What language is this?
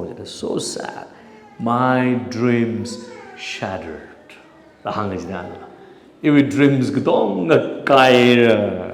Tangkhul Naga (India)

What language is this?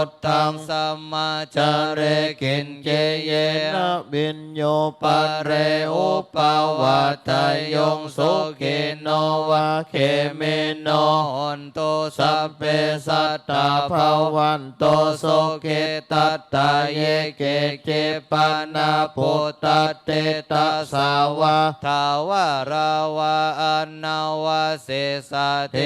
Pali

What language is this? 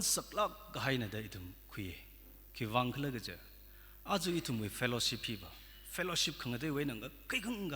Tangkhul Naga (India)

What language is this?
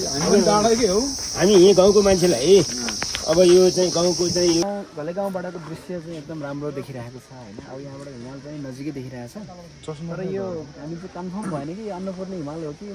Nepali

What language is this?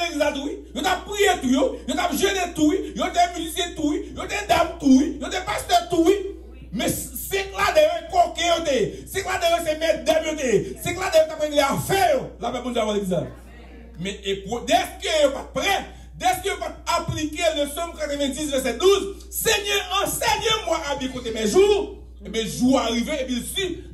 Haitian Creole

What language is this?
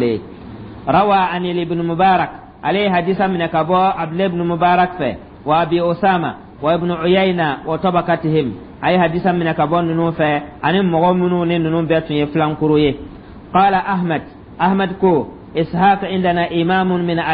Dyula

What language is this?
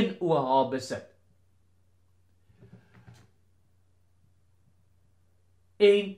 Afrikaans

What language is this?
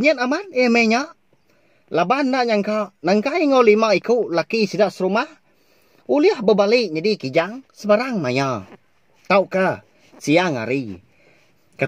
Iban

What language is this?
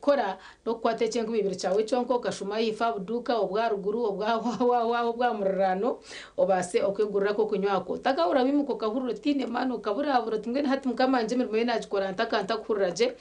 Nyankole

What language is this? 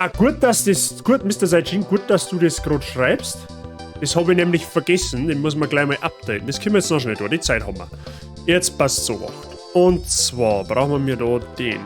Bavarian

